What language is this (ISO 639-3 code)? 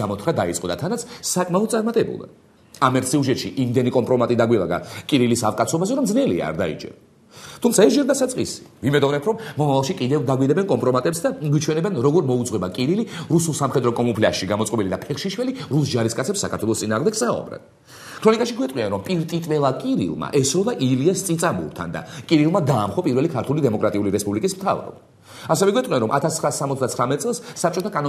kat